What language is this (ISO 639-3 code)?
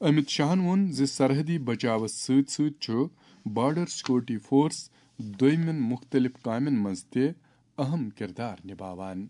kas